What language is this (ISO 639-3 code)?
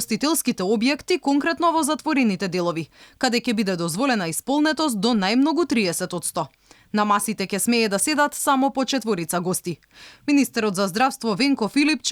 mkd